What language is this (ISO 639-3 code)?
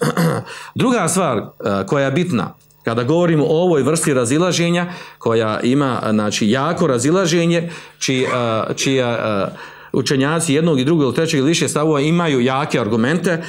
bos